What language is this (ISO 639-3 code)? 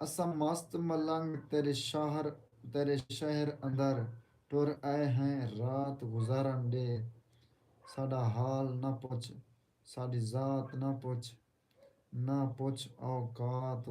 skr